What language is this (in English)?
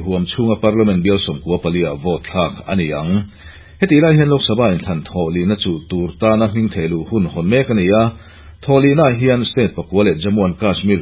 Mizo